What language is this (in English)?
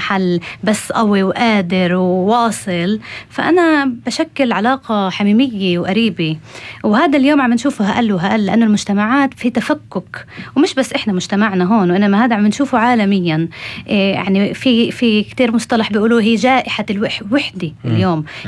North Levantine Arabic